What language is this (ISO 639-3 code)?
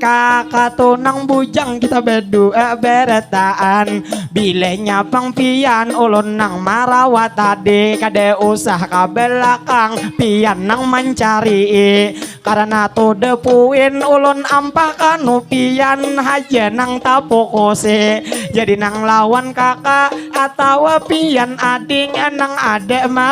bjn